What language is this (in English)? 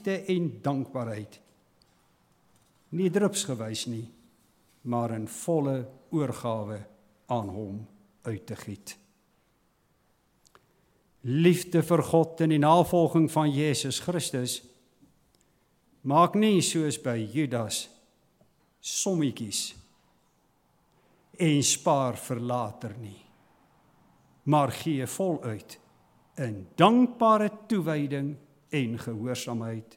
Afrikaans